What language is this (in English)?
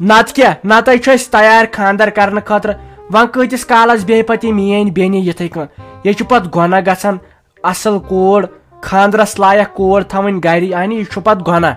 Kashmiri